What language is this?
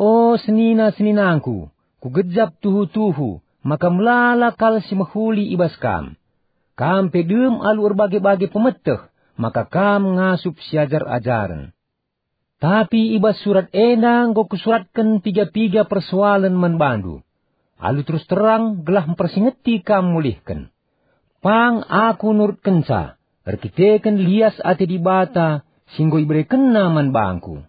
Batak Karo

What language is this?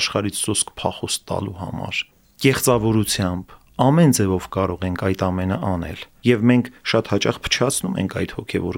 Armenian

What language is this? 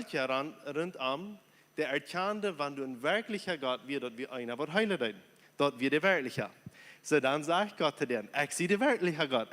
Plautdietsch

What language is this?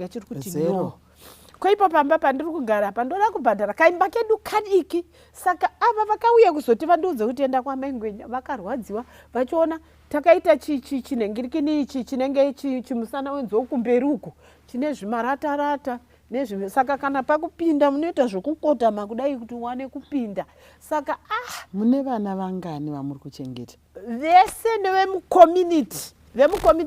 Shona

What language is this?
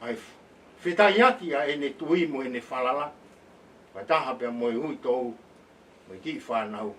Tongan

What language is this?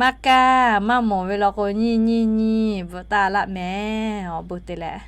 Lahu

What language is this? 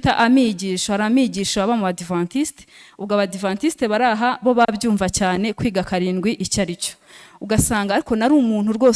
Kinyarwanda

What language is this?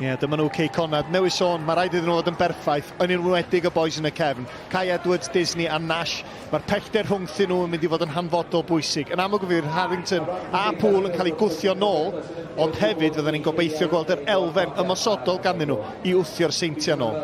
Welsh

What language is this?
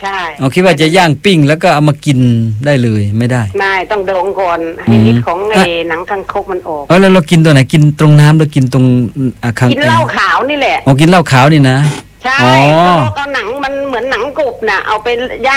Thai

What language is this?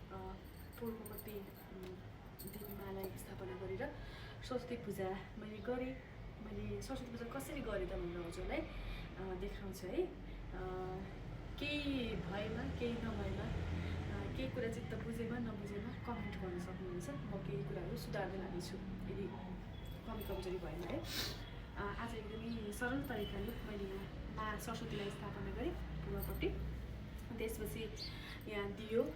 Nepali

